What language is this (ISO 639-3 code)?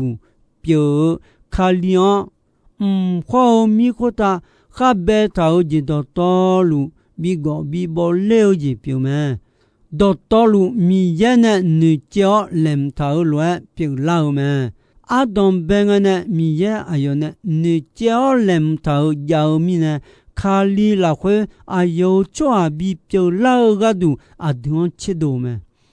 ahk